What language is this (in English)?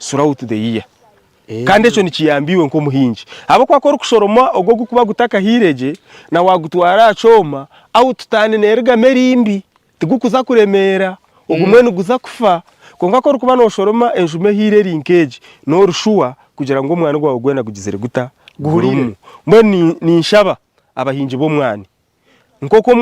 Nyankole